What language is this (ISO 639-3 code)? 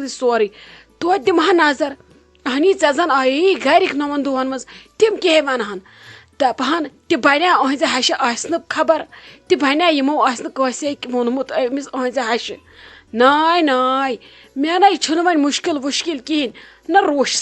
kas